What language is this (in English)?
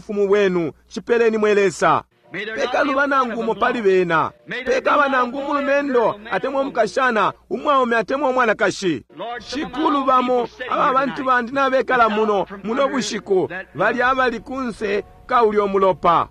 Bemba